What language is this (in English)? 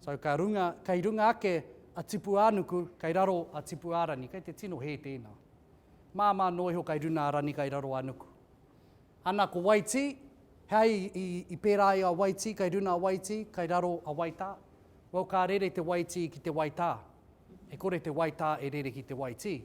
Māori